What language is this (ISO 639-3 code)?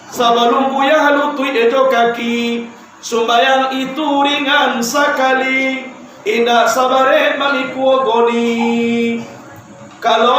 min